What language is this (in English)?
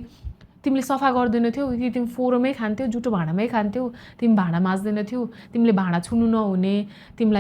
Nepali